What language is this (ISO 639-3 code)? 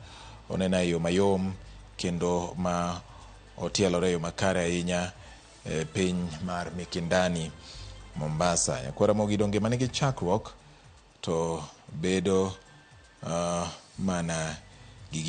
luo